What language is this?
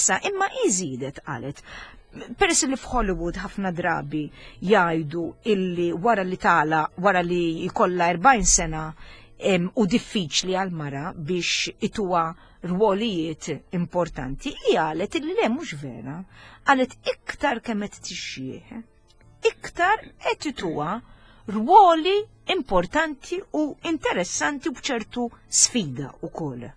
Maltese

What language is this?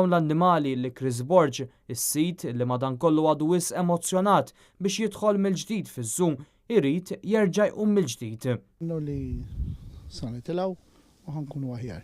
Maltese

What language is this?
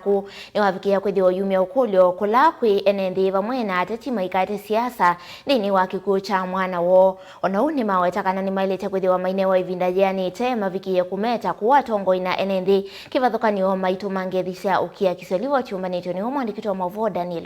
Kamba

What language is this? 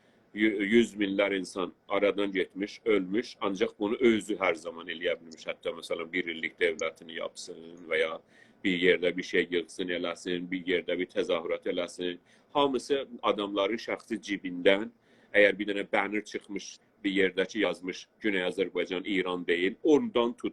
South Azerbaijani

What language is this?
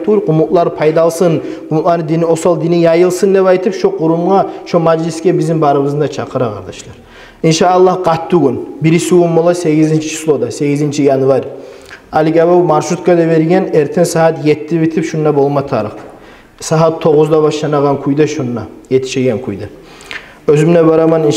Kumyk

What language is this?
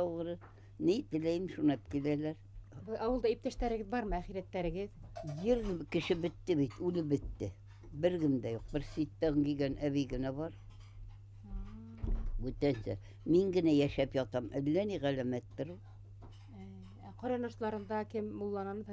Bashkir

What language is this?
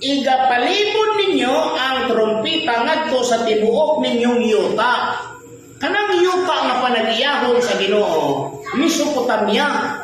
Cebuano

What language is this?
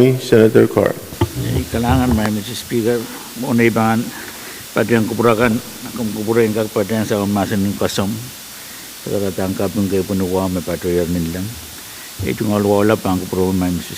Pohnpeian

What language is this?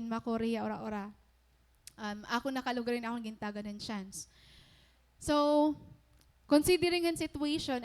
Waray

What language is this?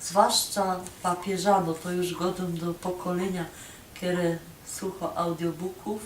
Silesian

